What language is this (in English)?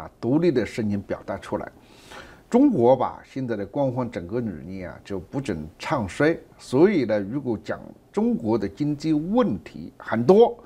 Chinese